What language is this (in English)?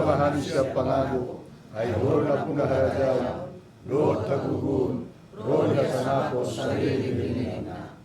Batak Toba